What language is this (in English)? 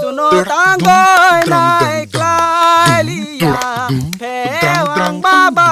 Kok Borok